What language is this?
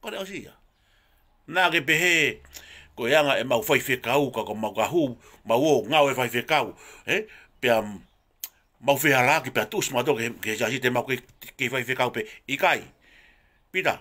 Tongan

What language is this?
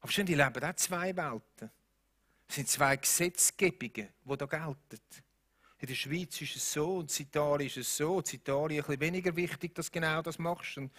Swiss German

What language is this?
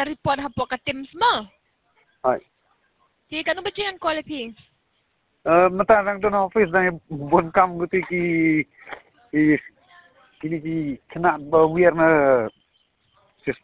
Khasi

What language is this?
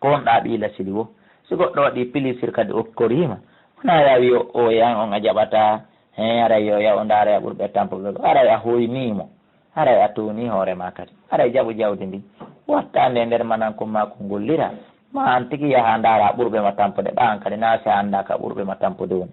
Fula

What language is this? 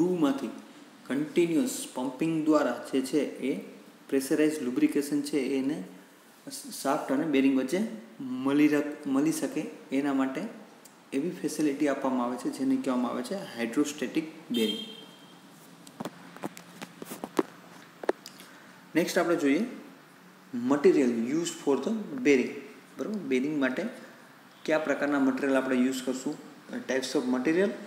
Gujarati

